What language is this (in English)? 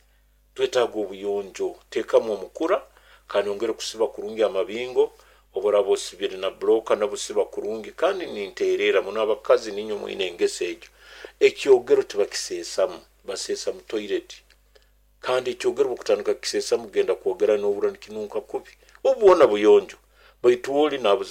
Nyoro